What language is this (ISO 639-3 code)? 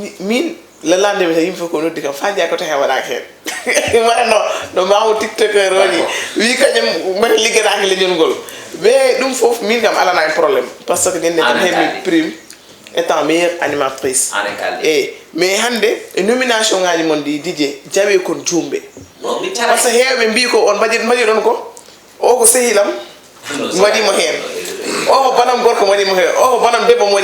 ful